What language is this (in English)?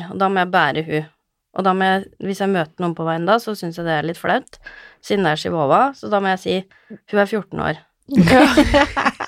Norwegian